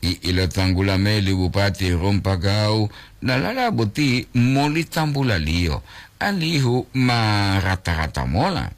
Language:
Gorontalo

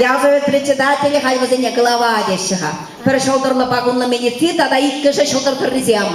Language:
Chuvash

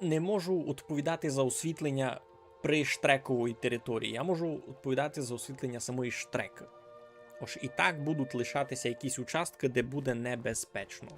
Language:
Rusyn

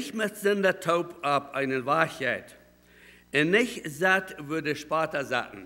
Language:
Plautdietsch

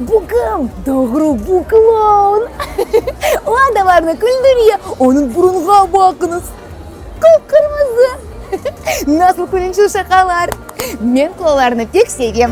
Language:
Crimean Tatar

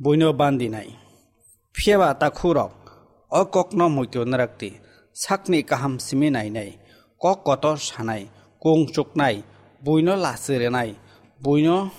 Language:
Kok Borok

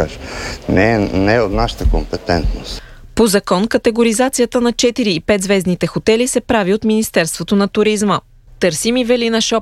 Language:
Bulgarian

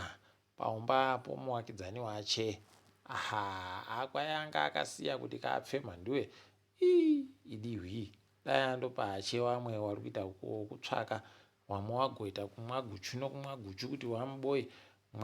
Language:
Ndau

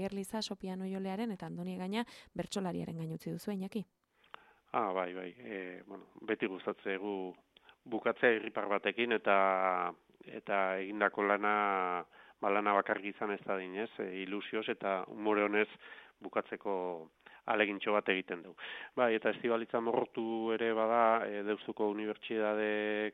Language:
Basque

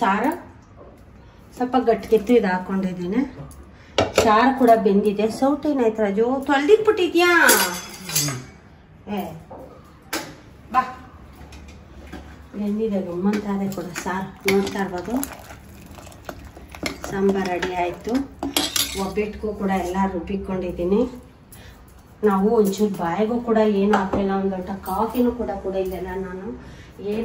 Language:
Kannada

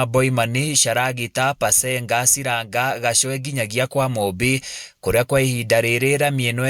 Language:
Kikuyu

